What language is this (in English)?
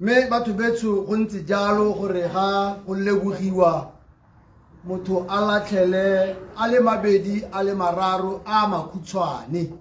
Tswana